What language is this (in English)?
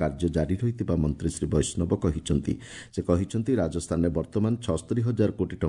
Odia